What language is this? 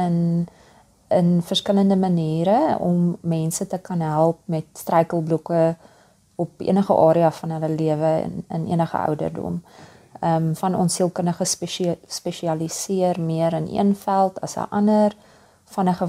Afrikaans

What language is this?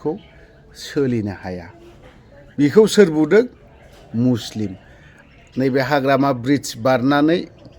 Bodo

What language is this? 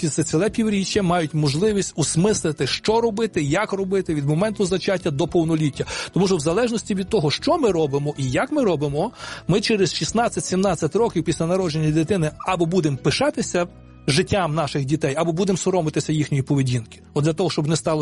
Ukrainian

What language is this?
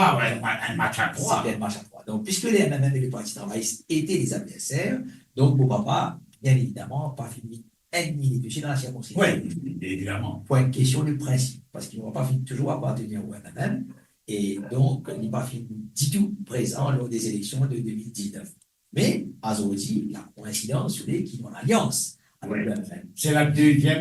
Morisyen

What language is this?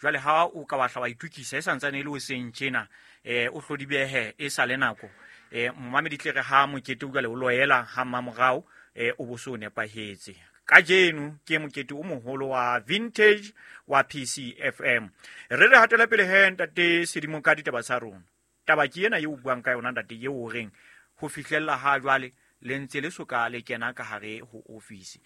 Southern Sotho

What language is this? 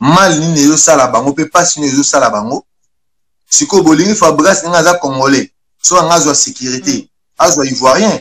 Lingala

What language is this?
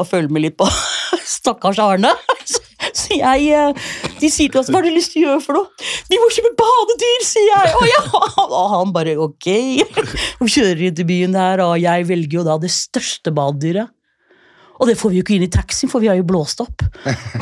Norwegian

